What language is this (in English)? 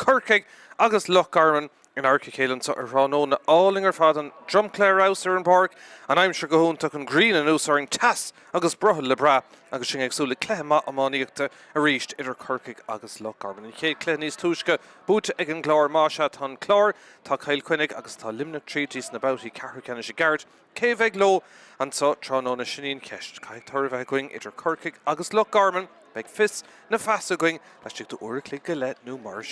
Irish